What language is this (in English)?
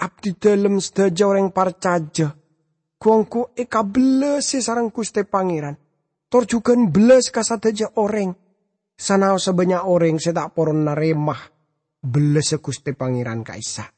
Madurese